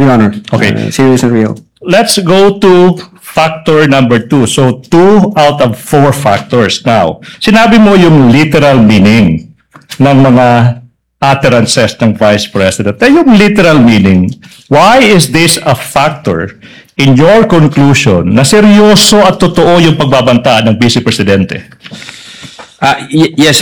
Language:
Filipino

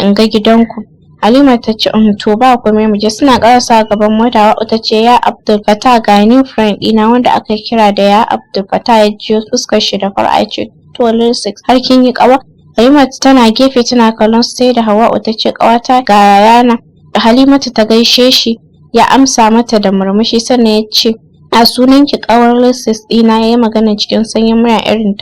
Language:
Hausa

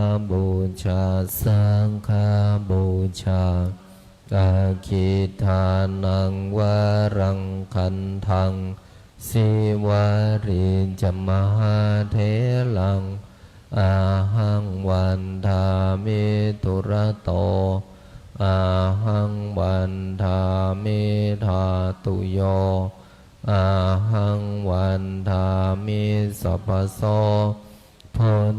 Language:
Pali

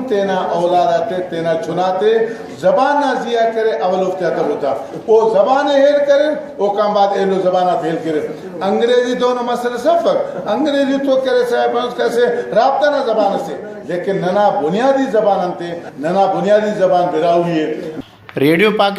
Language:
Brahui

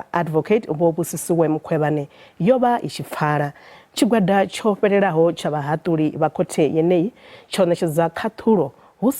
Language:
Venda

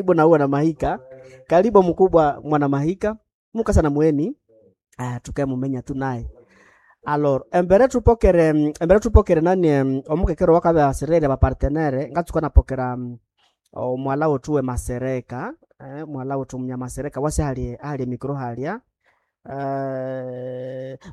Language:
Nande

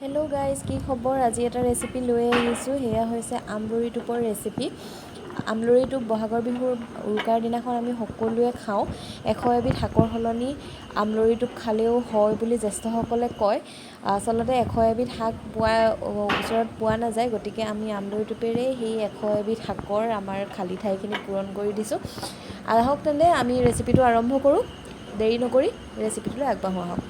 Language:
Assamese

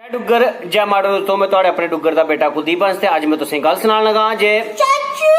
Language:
Dogri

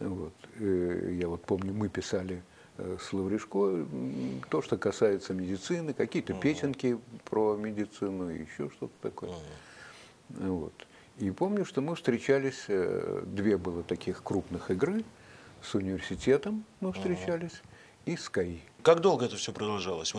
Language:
Russian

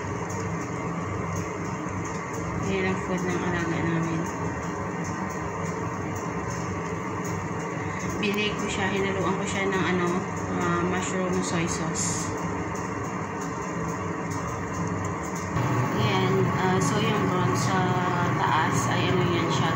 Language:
Filipino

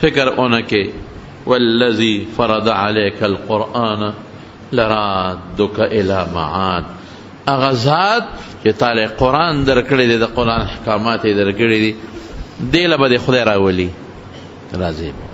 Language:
Pashto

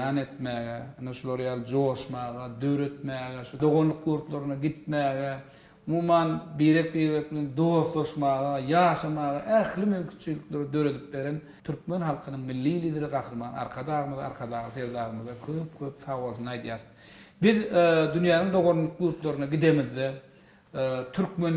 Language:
Turkmen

